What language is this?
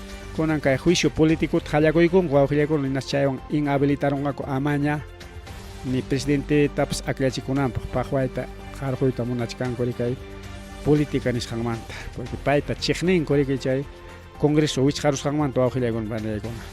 Ayacucho Quechua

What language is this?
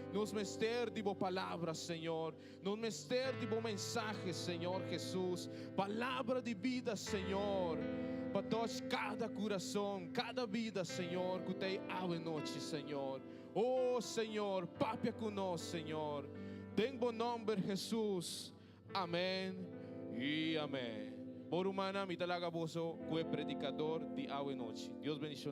Papiamento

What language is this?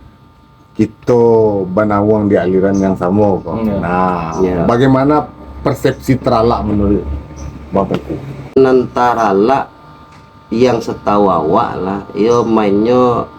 Minangkabau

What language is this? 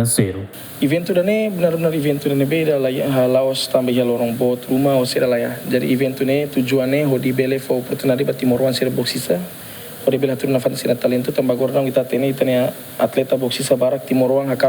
Tetum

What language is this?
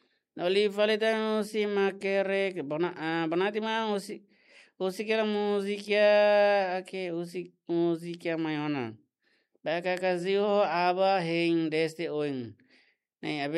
Tetum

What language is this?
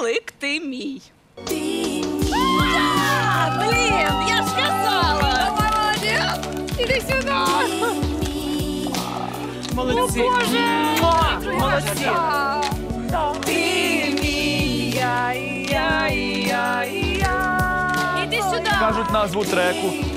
Ukrainian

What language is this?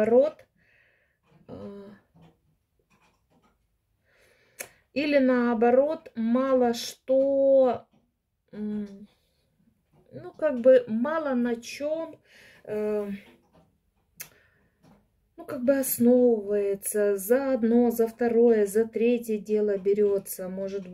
Russian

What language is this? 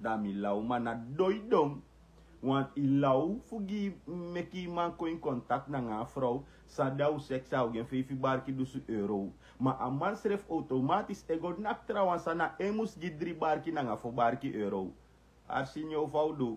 Sranan Tongo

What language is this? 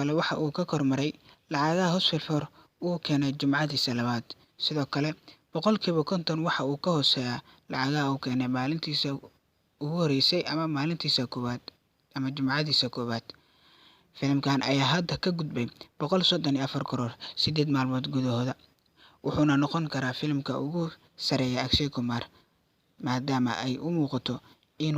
Somali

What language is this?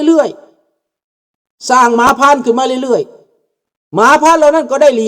Lao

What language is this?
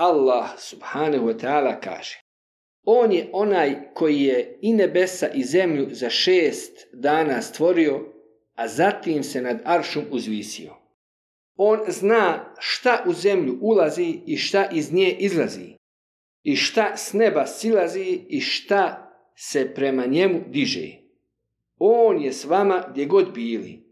Bosnian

